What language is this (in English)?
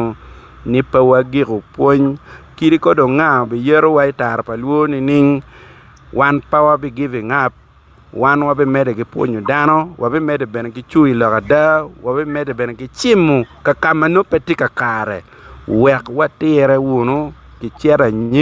Acoli